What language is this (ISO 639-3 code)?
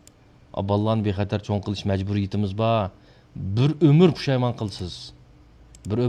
uig